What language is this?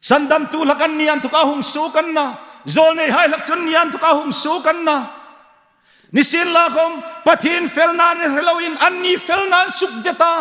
Hmar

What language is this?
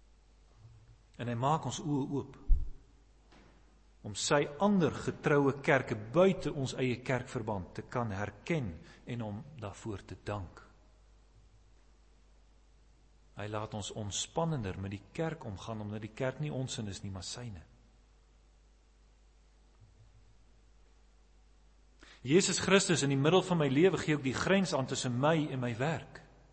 Afrikaans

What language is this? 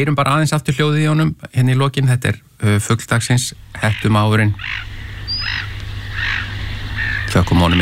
Icelandic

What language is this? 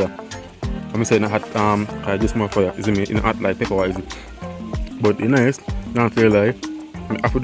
Jamaican Creole English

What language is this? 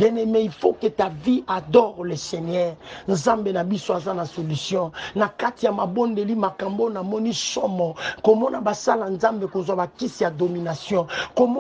Lingala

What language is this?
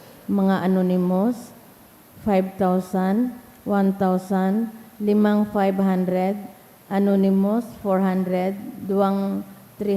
Bikol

